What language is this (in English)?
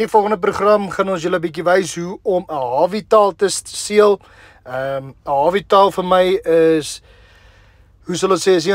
Afrikaans